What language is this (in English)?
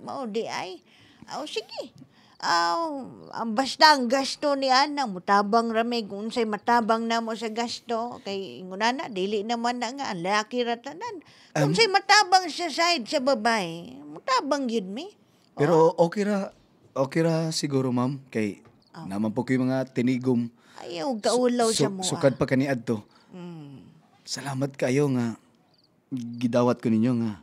Cebuano